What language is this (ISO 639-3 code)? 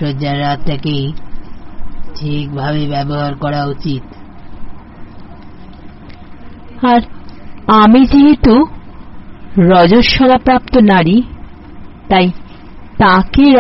ben